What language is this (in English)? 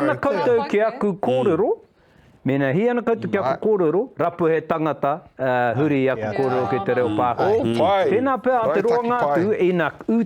Māori